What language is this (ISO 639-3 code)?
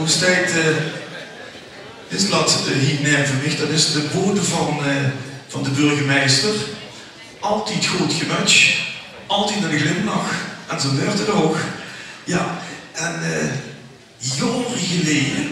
lim